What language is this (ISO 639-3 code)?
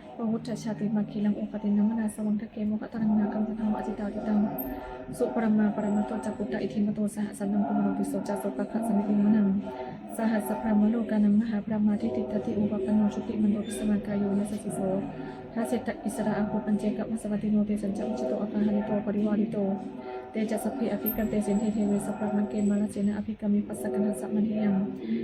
pli